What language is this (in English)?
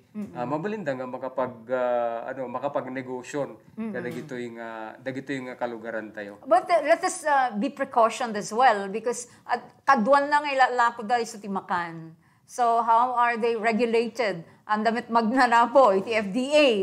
Iloko